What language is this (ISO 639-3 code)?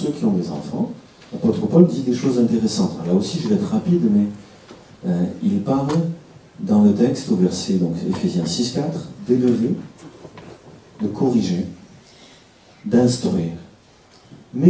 fra